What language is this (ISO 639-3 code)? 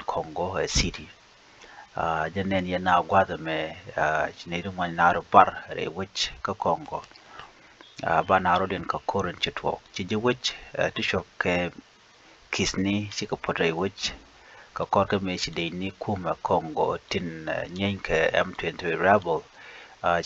nus